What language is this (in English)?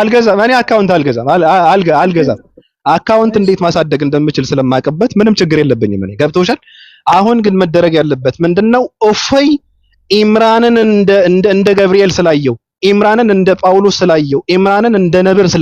Amharic